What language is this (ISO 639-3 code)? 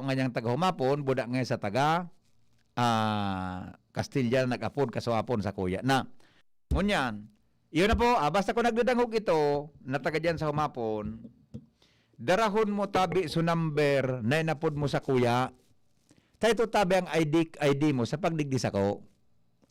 bik